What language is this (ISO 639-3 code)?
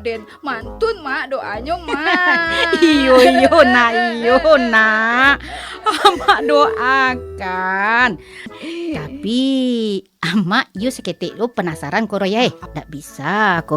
min